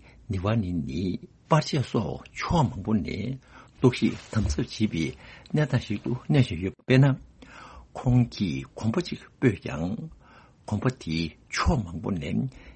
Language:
Tibetan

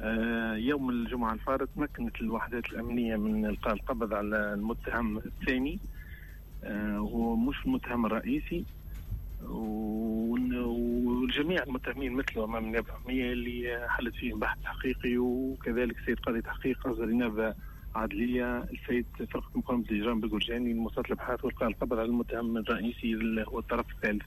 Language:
Tunisian Arabic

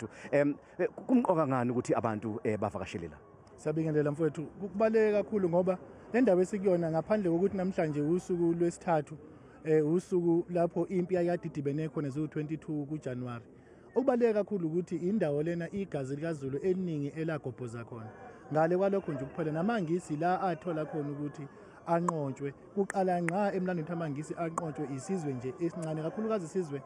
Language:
Zulu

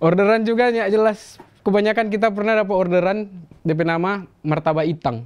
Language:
Manado Malay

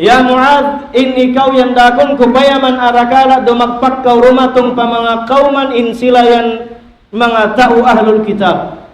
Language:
Tausug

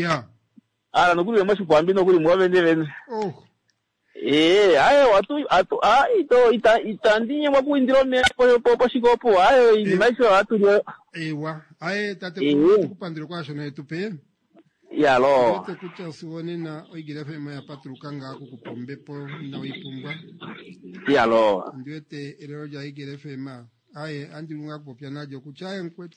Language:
Kuanyama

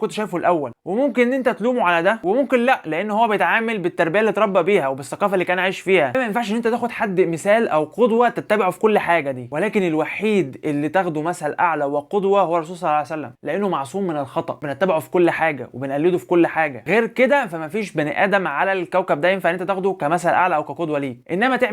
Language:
Egyptian Arabic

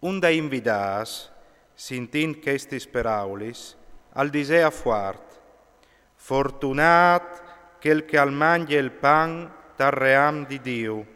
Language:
Friulian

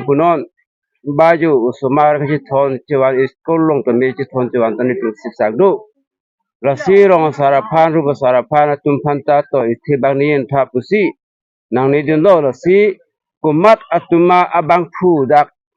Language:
Karbi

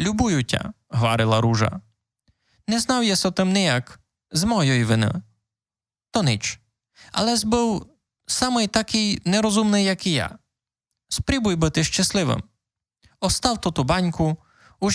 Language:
Rusyn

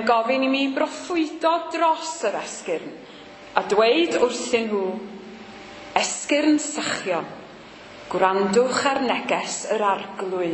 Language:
Welsh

